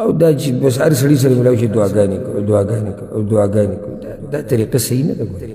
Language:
Pashto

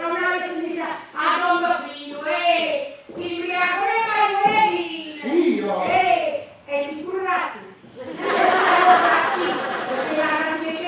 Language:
Neapolitan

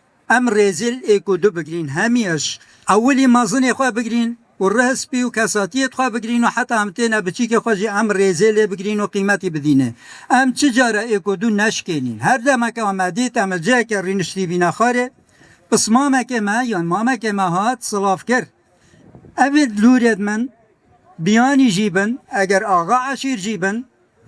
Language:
Kurdish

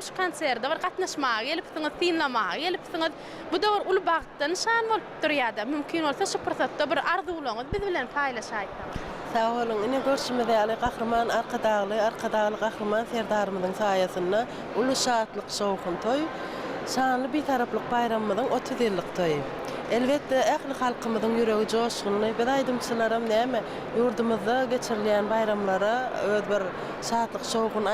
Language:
Turkmen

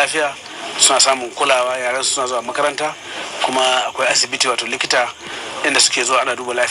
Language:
Hausa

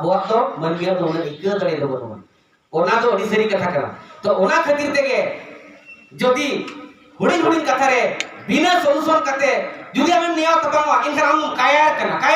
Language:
Santali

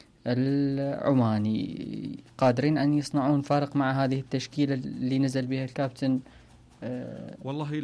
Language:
Mesopotamian Arabic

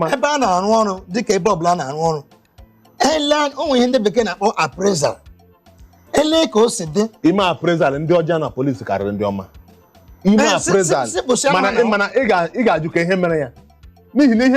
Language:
Igbo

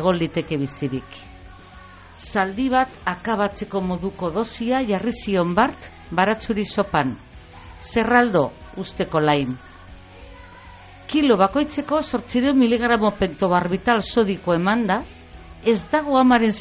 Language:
Basque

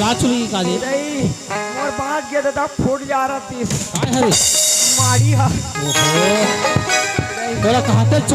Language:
Chhattisgarhi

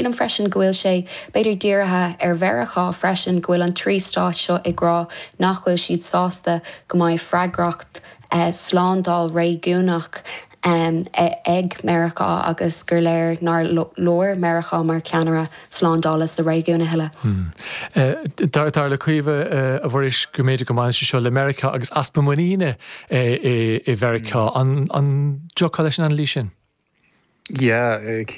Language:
Irish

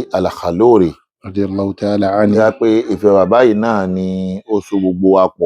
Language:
Yoruba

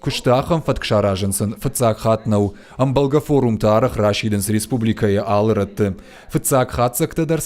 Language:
Ossetic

